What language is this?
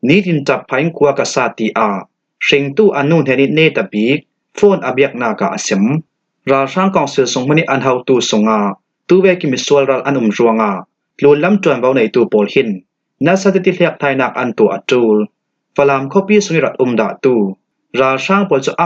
Falam Chin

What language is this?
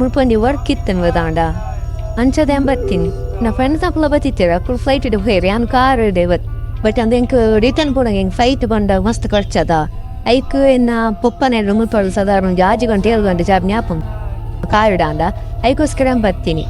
Tulu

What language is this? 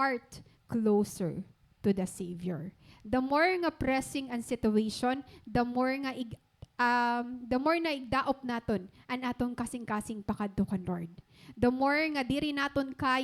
Waray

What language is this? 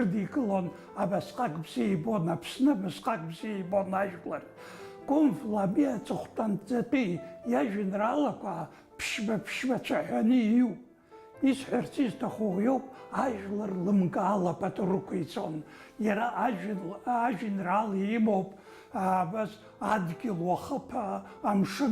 Abkhazian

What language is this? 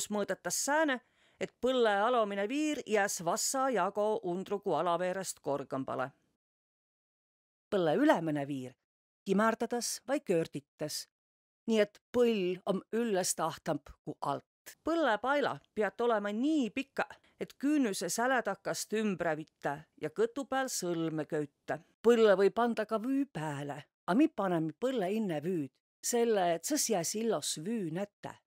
Võro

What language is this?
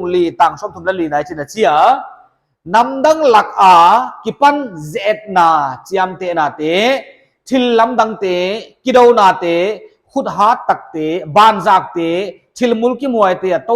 Paite Chin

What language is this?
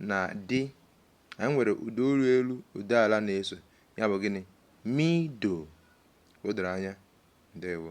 Igbo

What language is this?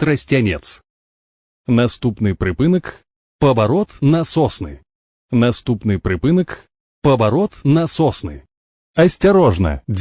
Belarusian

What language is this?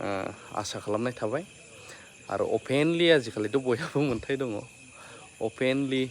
Bodo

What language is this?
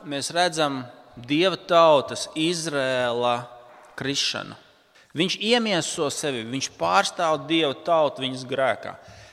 Latvian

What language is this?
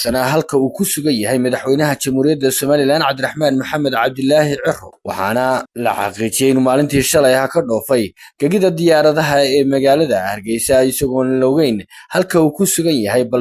Somali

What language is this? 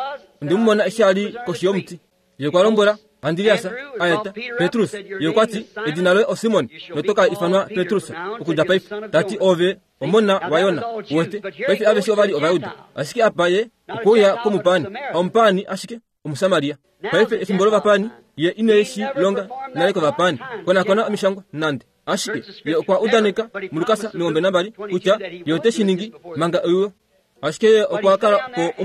Kuanyama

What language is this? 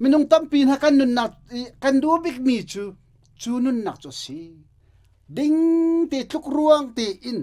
Hakha Chin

